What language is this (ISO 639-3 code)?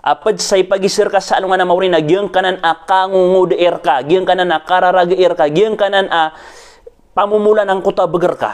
mrw